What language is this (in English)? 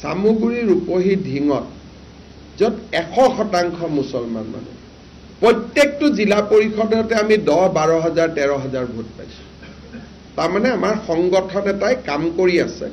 Assamese